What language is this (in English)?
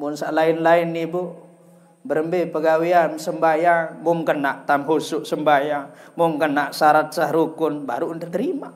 Sasak